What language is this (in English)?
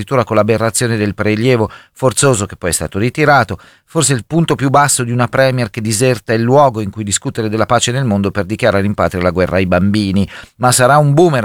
Italian